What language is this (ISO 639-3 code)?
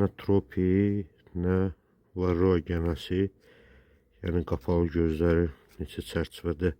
aze